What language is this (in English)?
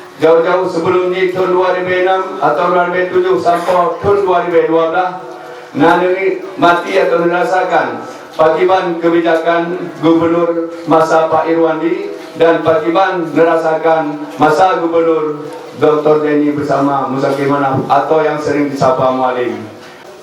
Achinese